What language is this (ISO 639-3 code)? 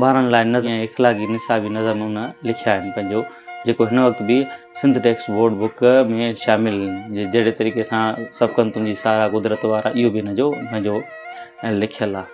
snd